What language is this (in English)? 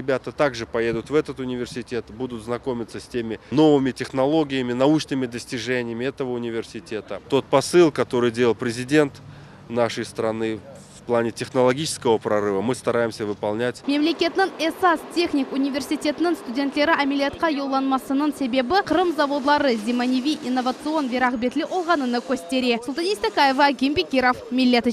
Crimean Tatar